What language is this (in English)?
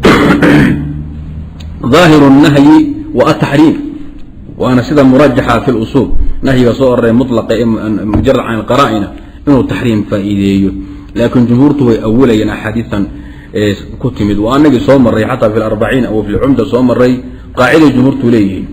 Somali